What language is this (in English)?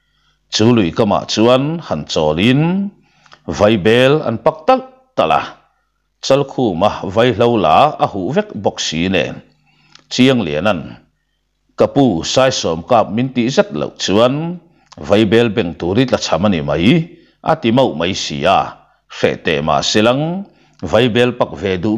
Mizo